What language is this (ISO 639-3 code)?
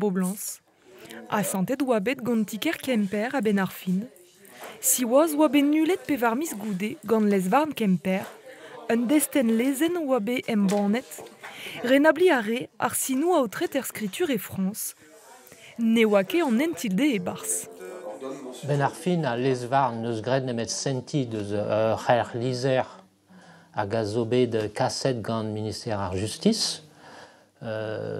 bre